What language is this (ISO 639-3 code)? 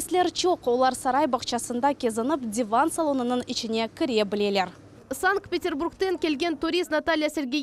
crh